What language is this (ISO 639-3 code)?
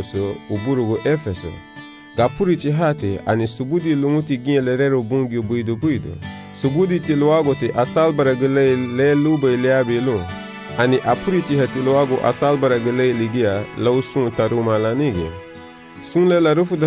cab